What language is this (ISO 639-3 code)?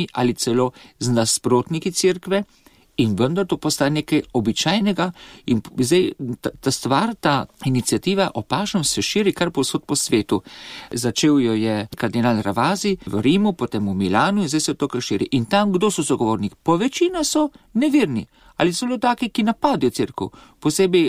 slv